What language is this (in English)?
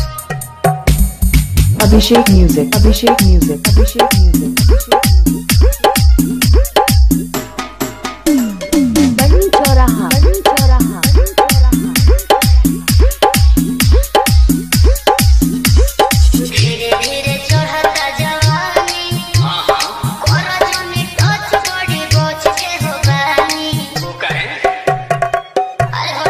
Bhojpuri